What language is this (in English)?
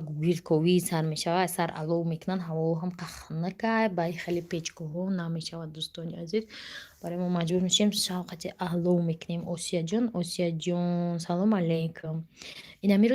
Tajik